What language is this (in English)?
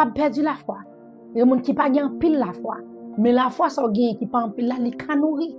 Haitian Creole